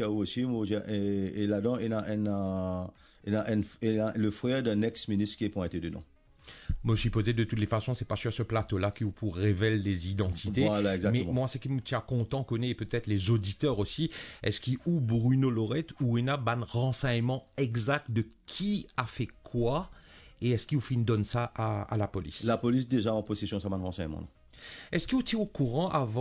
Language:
Morisyen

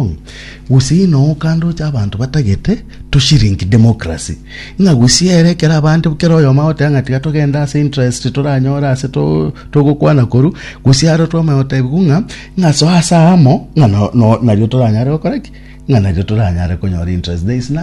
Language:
Gusii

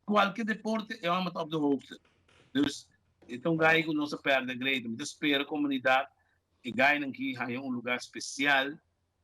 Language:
Papiamento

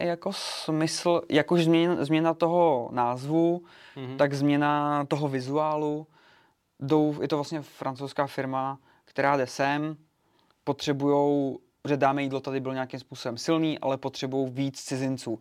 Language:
Czech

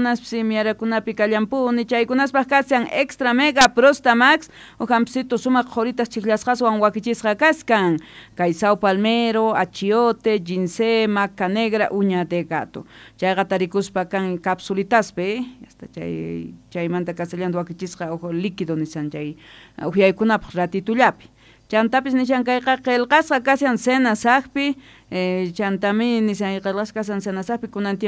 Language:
South Bolivian Quechua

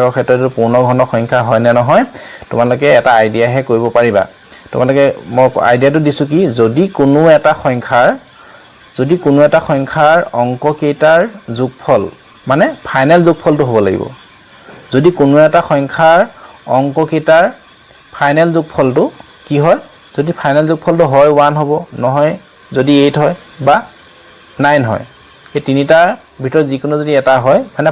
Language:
Assamese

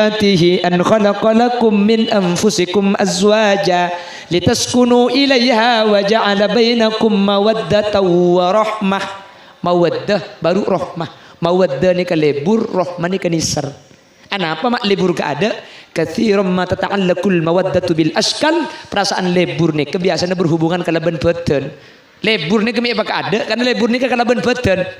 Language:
Madurese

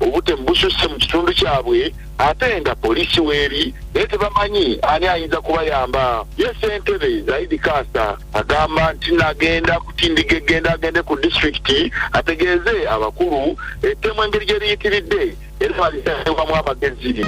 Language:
Ganda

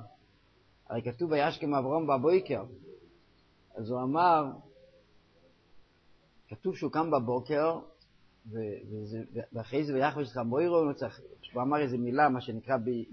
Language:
Hebrew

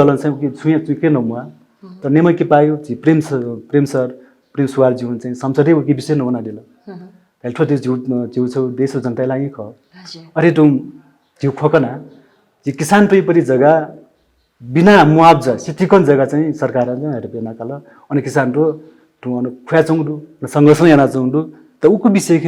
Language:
Newari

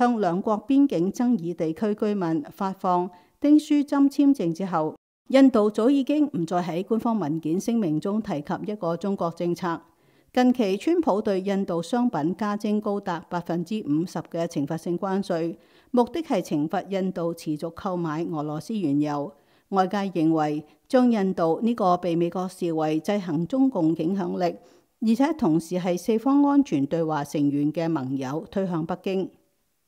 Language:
Cantonese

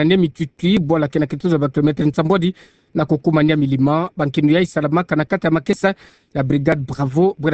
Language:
Kituba (Democratic Republic of Congo)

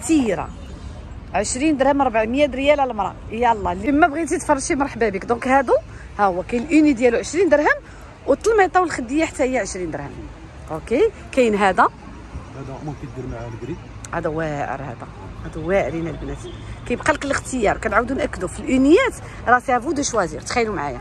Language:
Moroccan Arabic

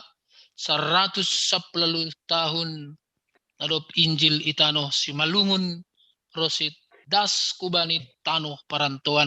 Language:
Batak Simalungun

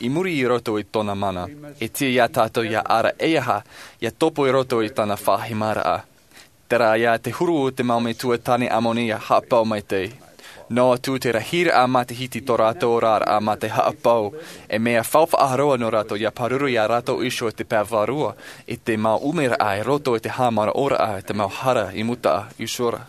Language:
Tahitian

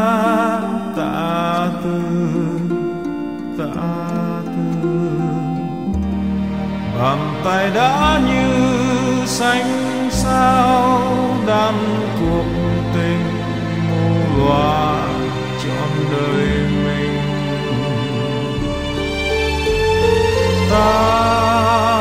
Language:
Vietnamese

